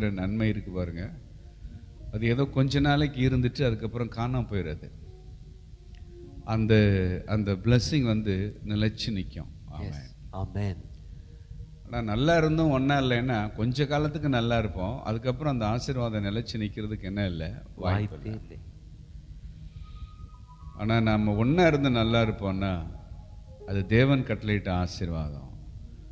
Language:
Tamil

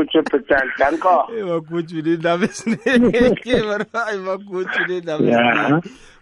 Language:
South Ndebele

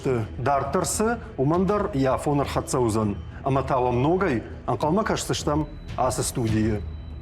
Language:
Ossetic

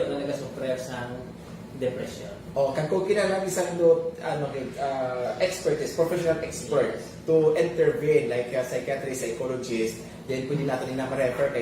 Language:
Hiligaynon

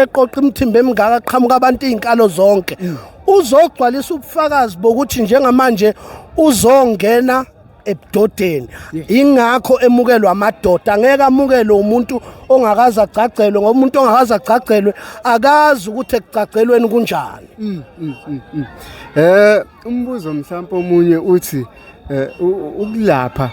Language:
Zulu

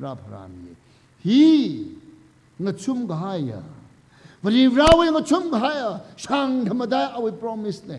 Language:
Tangkhul Naga (India)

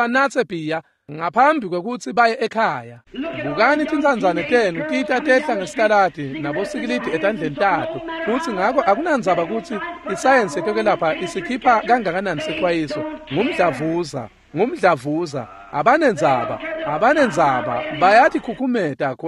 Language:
Swati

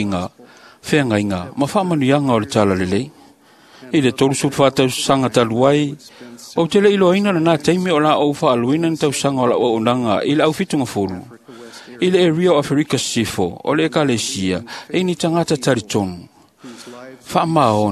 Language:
Samoan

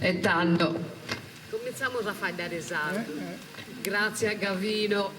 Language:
Sardinian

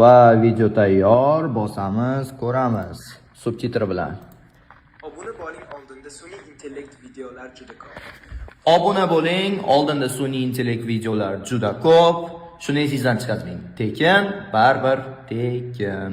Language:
Uzbek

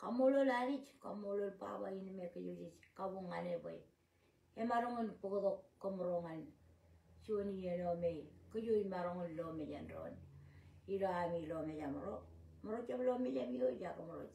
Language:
Marshallese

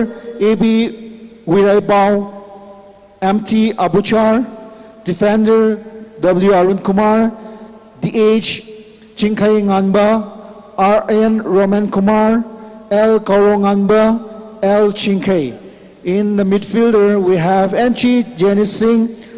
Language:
Tangkhul Naga (India)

